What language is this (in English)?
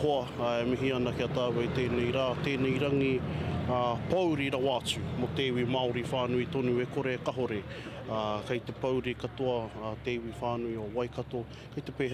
Māori